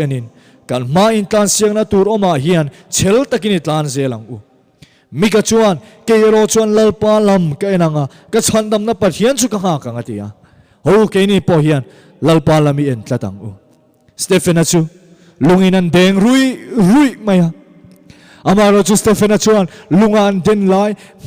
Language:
Mizo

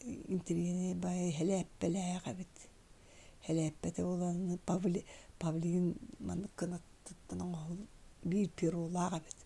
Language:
Yakut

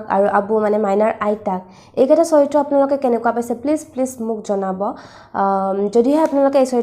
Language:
Assamese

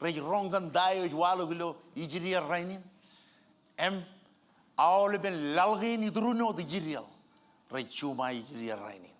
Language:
Marshallese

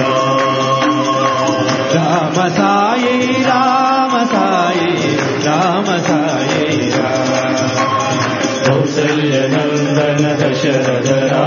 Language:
Telugu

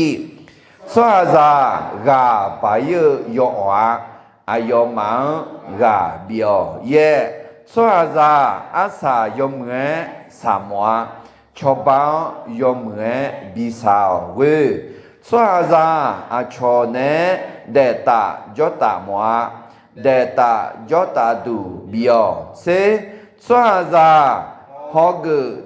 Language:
Akha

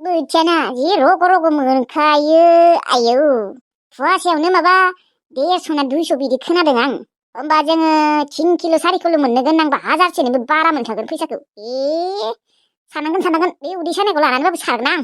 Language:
Bodo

